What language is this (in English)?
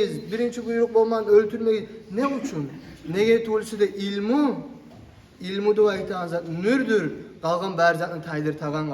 Kumyk